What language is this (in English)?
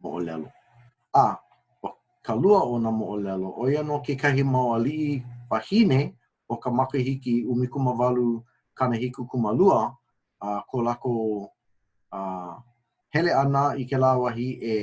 Hawaiian